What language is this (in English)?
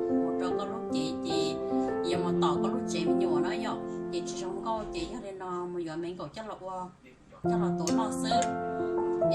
Hmong